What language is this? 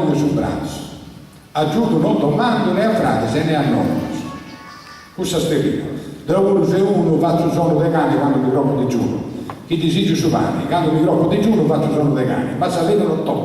Sardinian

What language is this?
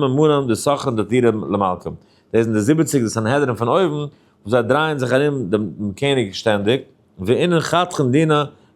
Yiddish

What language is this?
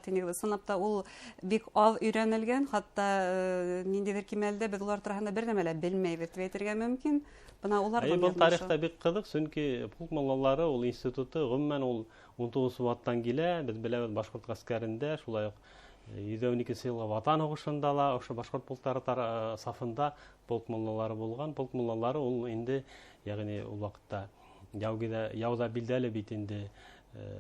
Bashkir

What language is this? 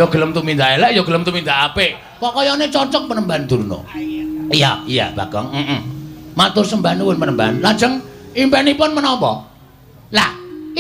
Javanese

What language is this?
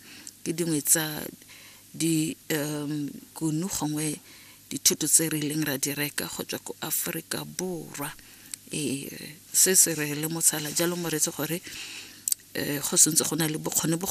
Tswana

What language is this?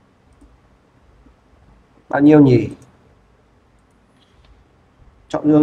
Vietnamese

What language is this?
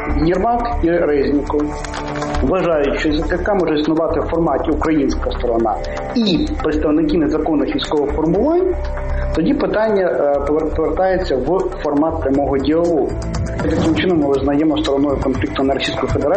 Ukrainian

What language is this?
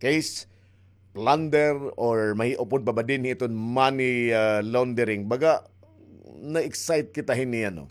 Waray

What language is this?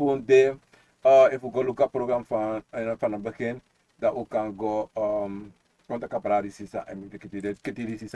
Sranan Tongo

